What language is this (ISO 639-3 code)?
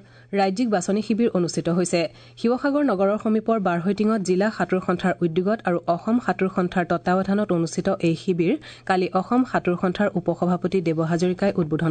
asm